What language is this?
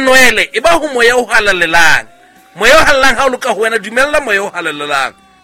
Southern Sotho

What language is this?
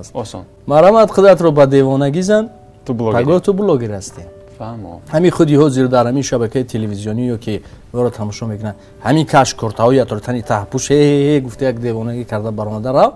Tajik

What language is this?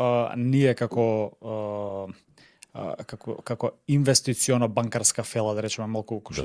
Macedonian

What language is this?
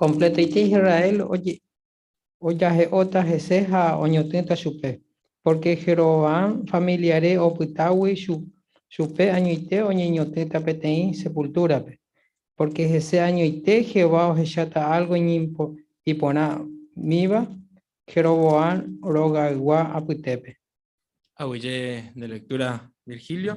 Guarani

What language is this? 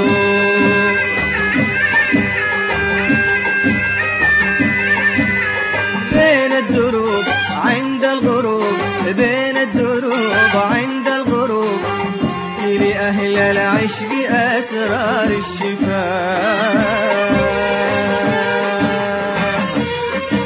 Arabic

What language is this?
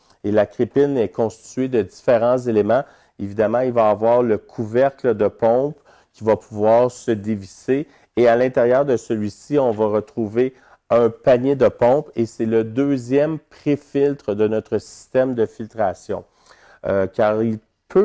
French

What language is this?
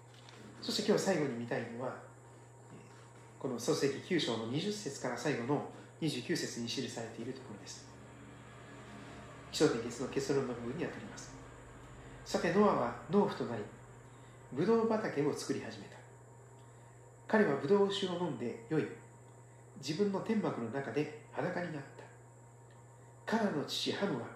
Japanese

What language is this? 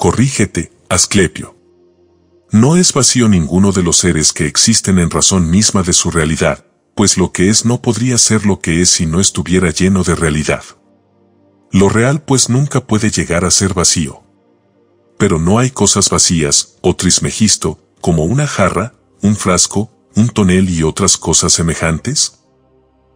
Spanish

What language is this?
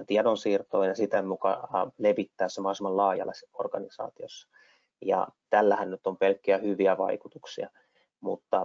Finnish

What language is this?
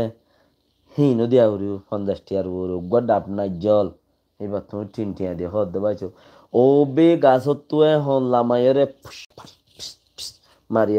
Rohingya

